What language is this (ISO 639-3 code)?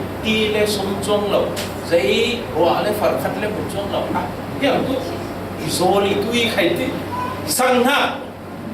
cfm